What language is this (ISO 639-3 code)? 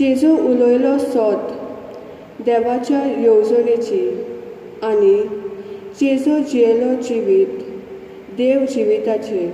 kok